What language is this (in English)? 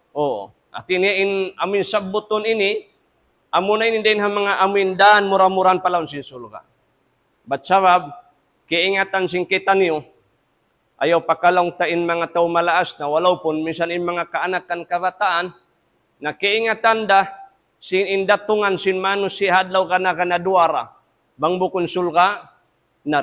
Tausug